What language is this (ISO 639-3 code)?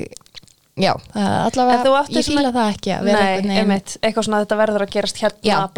isl